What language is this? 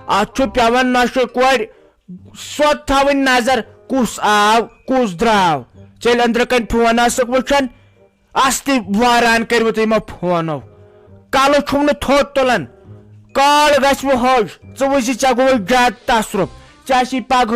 Kashmiri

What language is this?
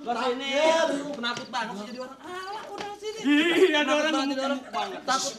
Betawi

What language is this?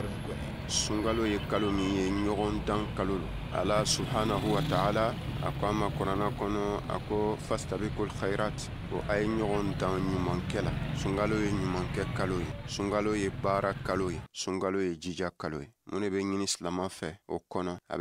Bambara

